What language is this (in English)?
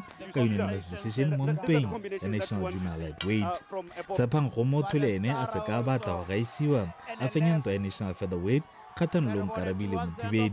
Tswana